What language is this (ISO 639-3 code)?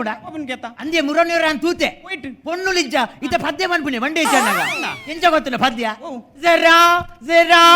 tcy